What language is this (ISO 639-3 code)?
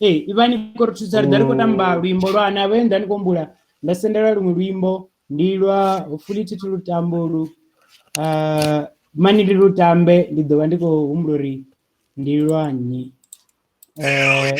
ven